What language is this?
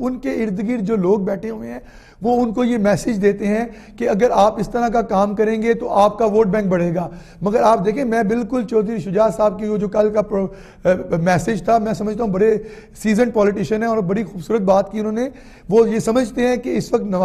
Urdu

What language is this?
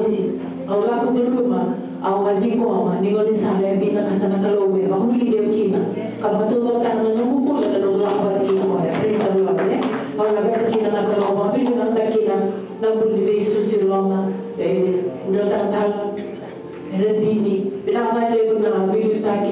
Fijian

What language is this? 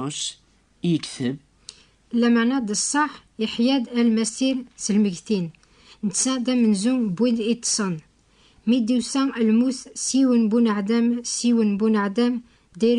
Kabyle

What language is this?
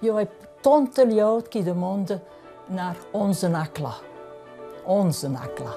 Romansh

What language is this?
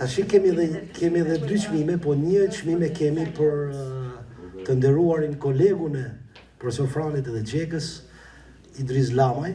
Albanian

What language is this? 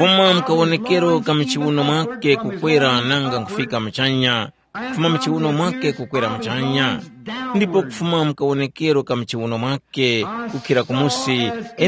Tumbuka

